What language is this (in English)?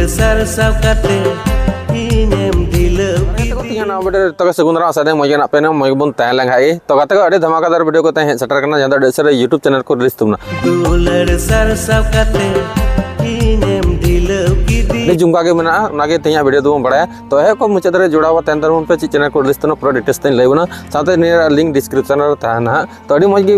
Santali